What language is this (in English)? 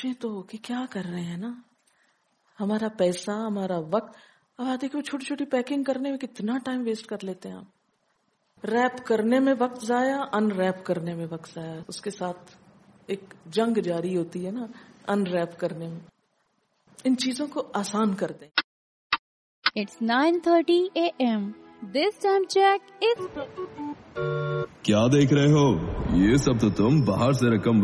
Urdu